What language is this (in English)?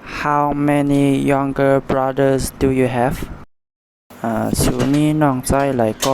Shan